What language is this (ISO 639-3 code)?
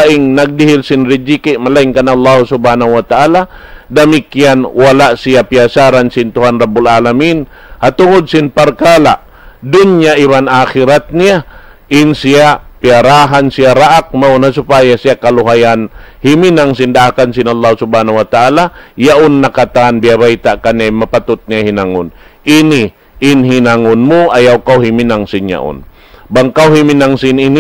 tsg